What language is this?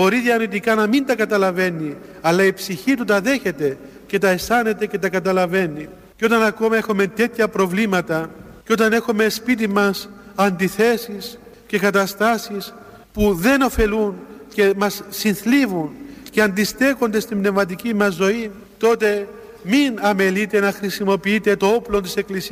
Greek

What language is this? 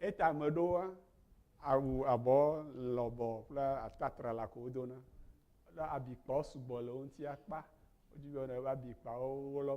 Ewe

